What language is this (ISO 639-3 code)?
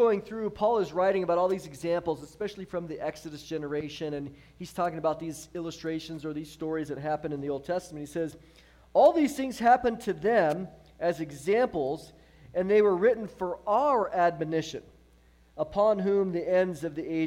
eng